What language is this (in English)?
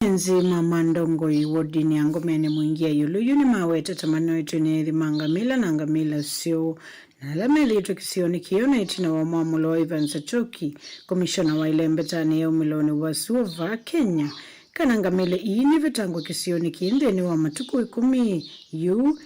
Kamba